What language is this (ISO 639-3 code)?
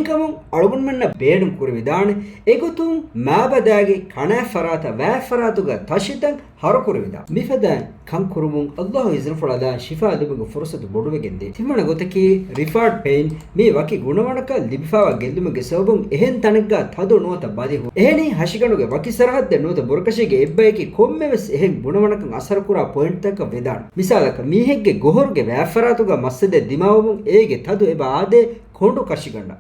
div